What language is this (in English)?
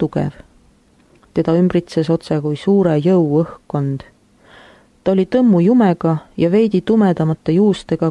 Estonian